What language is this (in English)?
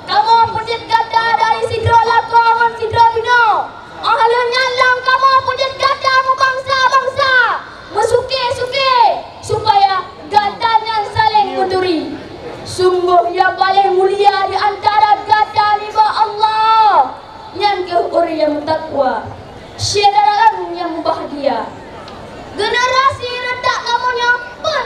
Achinese